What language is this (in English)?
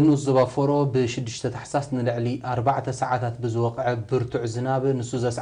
Tigrinya